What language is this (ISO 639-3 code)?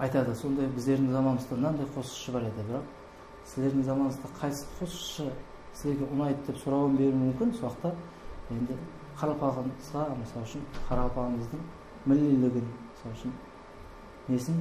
kaa